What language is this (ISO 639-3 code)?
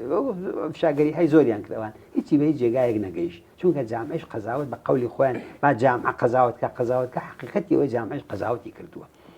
ckb